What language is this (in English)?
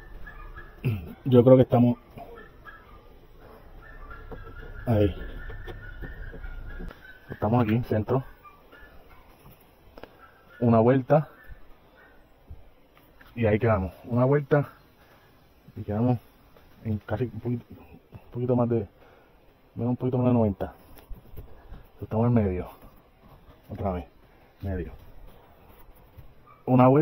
Spanish